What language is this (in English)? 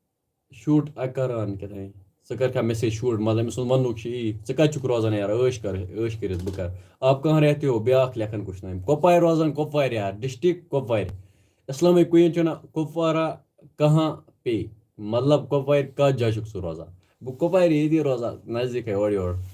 Kashmiri